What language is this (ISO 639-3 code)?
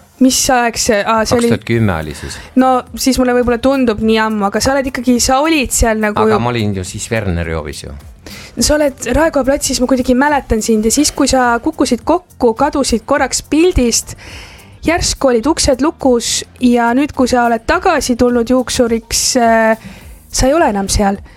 est